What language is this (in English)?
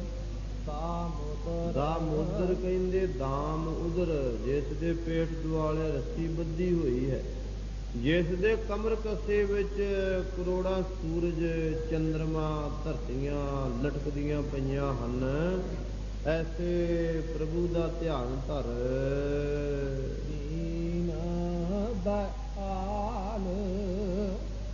Punjabi